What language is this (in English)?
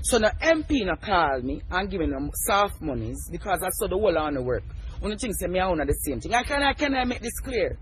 Jamaican Creole English